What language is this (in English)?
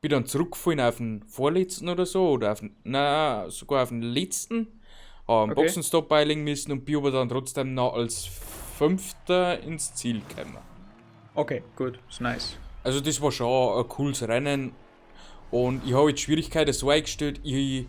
Bavarian